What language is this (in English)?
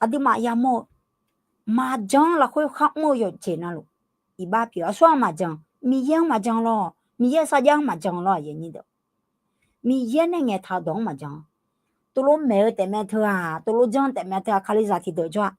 Akha